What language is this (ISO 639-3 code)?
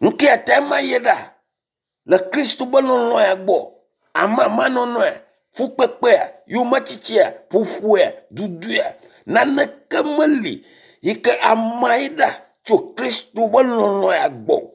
ewe